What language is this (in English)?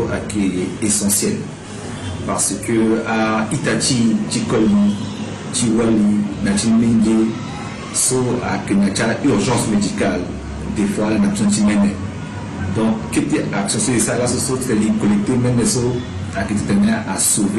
Sango